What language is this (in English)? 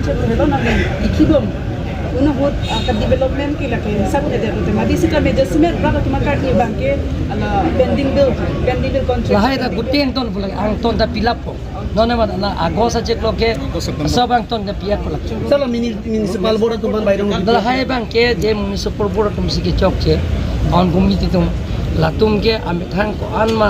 Karbi